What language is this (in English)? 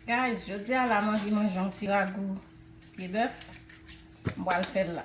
Haitian Creole